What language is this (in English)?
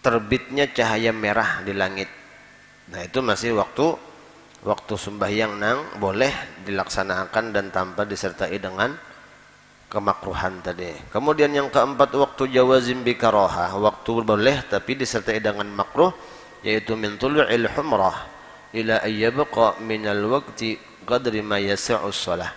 Banjar